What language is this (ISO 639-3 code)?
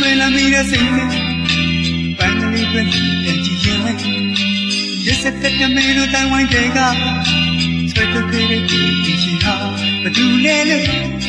mya